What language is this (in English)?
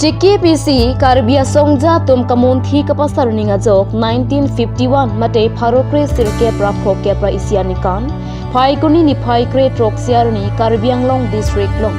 Karbi